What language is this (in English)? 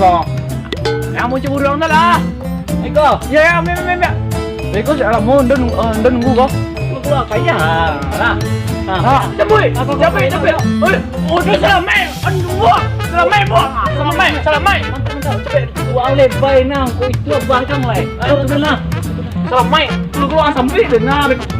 Minangkabau